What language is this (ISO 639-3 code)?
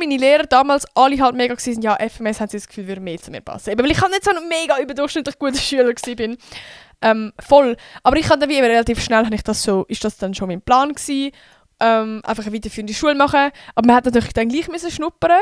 gsw